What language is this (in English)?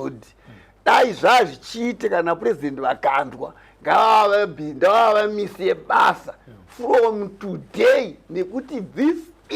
Shona